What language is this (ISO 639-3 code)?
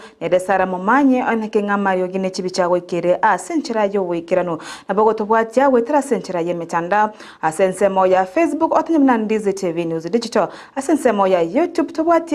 guz